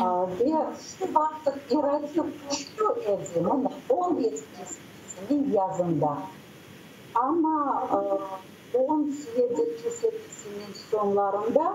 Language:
Crimean Tatar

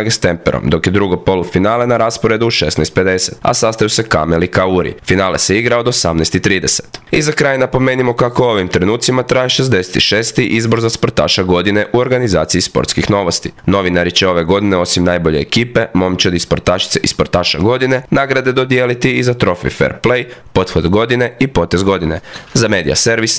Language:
Croatian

